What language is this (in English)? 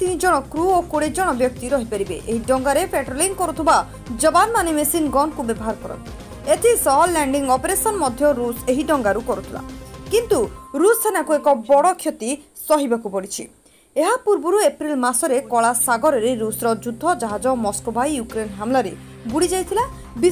Odia